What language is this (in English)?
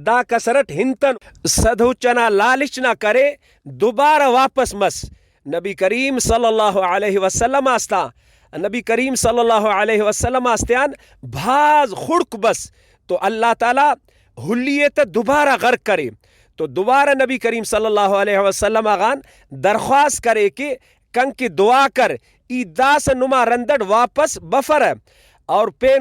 Brahui